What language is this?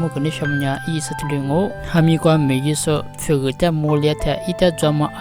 Lisu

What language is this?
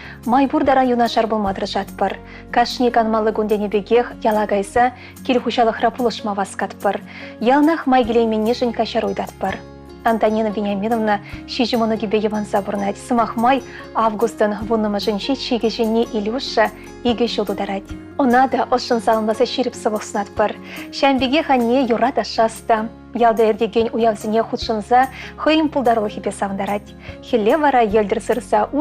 Chuvash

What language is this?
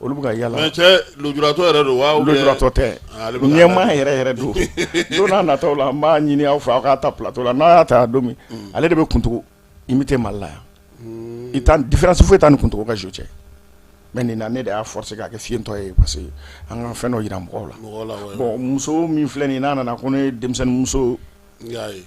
Bambara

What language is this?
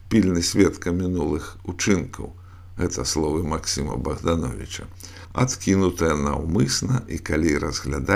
Belarusian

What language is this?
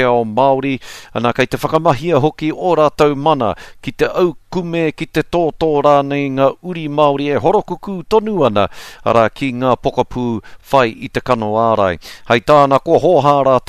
Māori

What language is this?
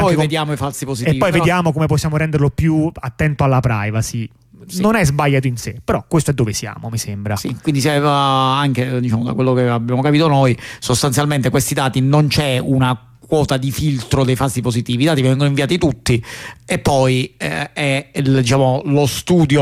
Italian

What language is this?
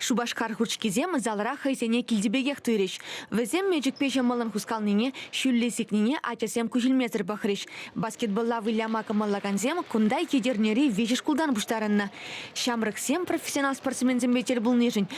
Chuvash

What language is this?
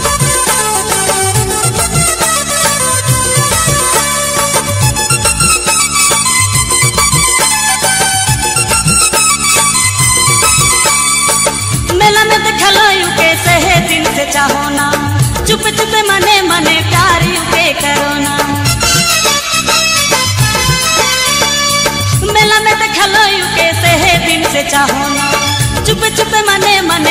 Sadri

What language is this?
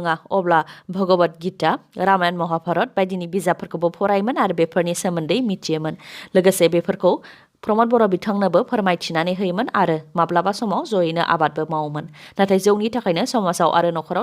Bodo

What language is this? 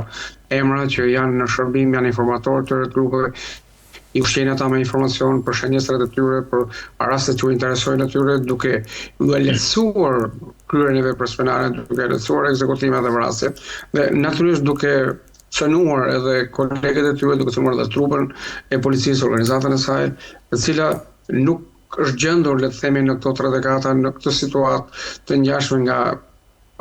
Albanian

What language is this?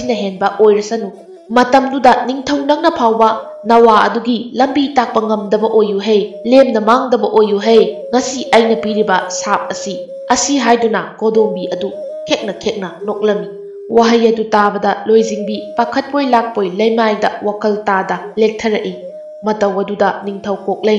Manipuri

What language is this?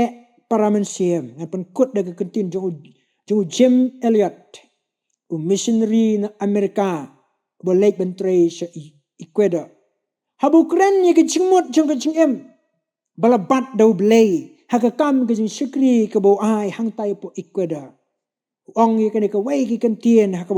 Khasi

